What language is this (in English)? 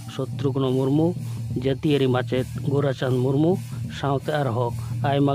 Santali